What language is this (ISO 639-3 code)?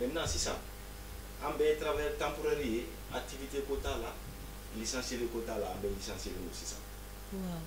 bam